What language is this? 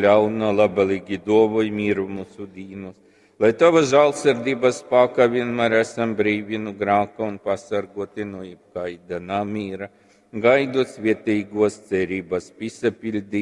Latgalian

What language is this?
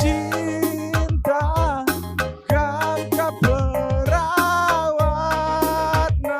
Batak Karo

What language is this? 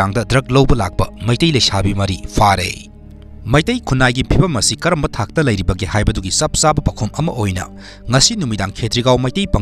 Manipuri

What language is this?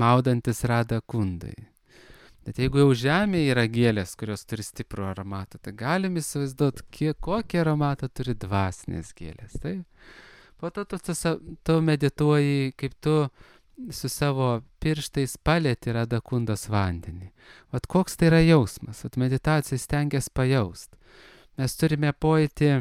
Lithuanian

